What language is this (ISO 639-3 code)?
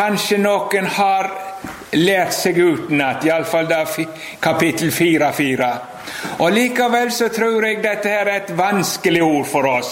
nor